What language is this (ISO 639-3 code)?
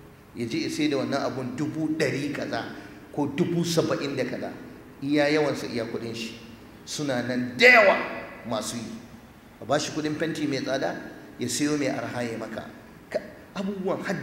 hau